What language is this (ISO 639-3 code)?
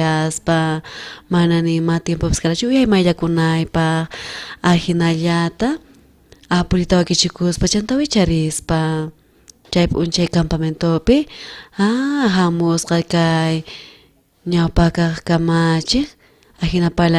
quh